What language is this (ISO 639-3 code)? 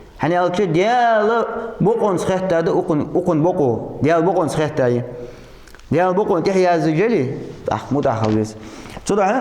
inh